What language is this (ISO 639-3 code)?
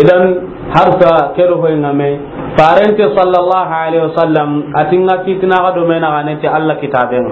snk